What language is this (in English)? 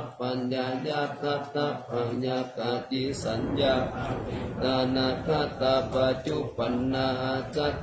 Pali